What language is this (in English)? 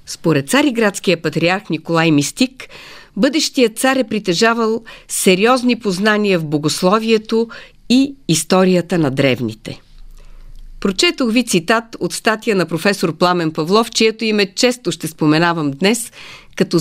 Bulgarian